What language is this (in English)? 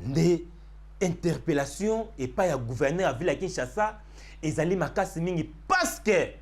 Lingala